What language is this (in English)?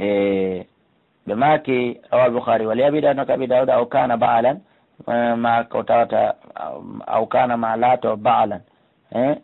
Fula